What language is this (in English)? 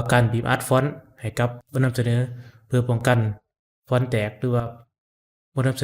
Lao